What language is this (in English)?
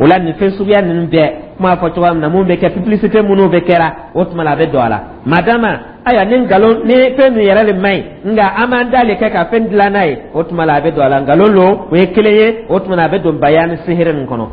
Dyula